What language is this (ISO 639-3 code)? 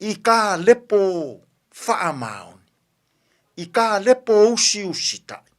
smo